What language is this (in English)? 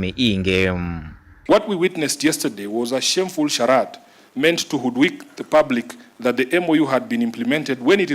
Kamba